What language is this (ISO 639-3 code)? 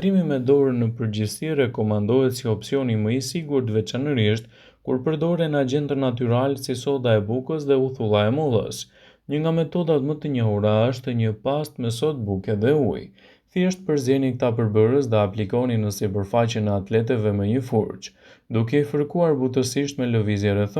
sqi